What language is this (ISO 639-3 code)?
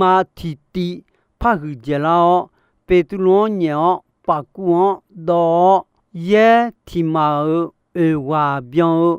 ahk